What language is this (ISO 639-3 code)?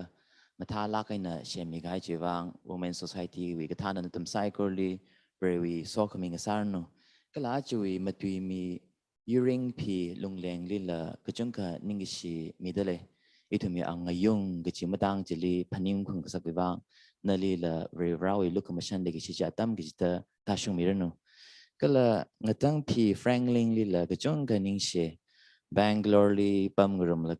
nmf